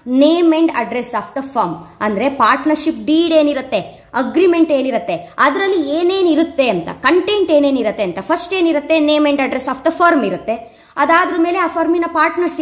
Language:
Kannada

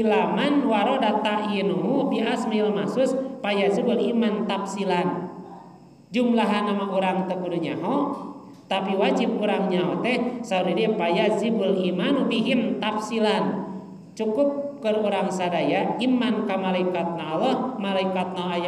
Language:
Sundanese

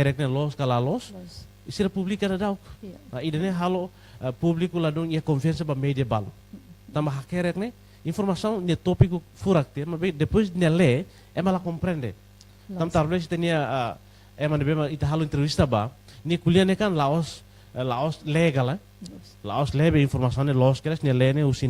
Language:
Tetum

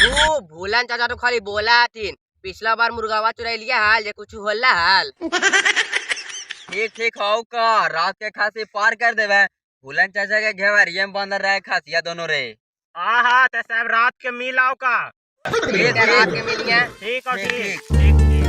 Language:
Magahi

